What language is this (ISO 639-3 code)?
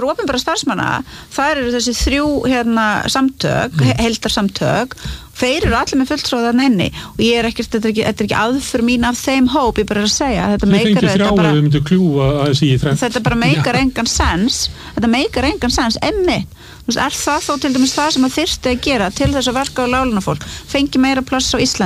isl